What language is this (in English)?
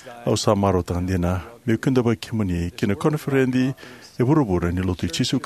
Fijian